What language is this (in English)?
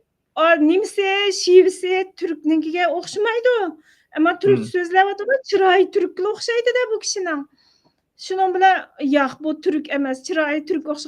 Uyghur